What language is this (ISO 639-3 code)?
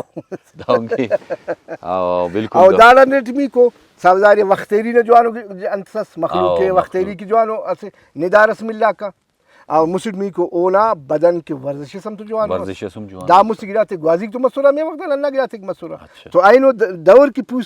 brh